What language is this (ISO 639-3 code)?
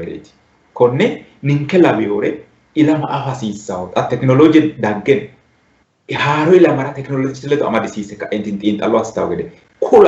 sid